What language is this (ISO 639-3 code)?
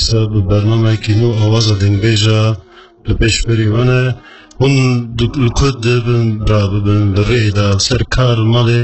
kur